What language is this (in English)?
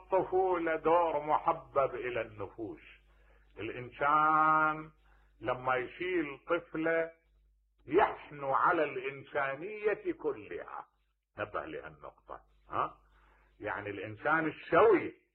Mesopotamian Arabic